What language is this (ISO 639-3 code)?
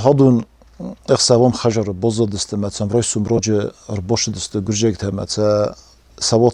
oss